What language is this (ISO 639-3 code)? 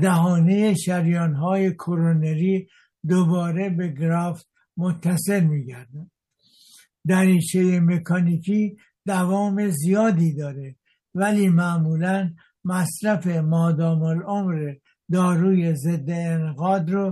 fas